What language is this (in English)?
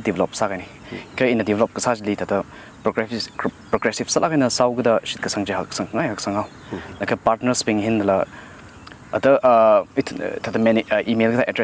Tangkhul Naga (India)